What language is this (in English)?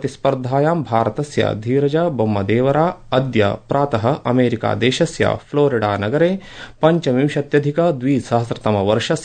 Sanskrit